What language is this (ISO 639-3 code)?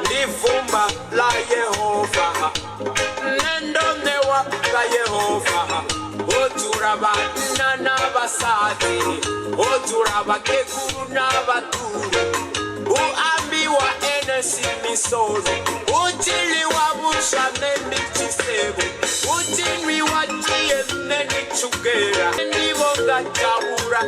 ven